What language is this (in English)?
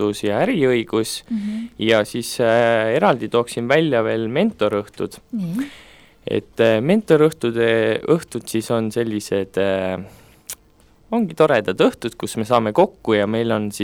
Estonian